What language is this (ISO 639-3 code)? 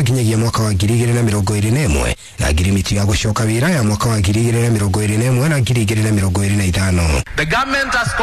kik